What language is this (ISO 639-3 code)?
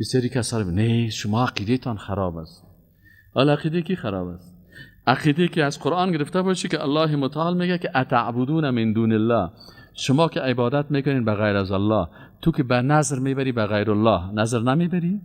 fas